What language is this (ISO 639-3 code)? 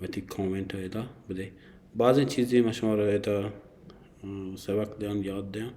bal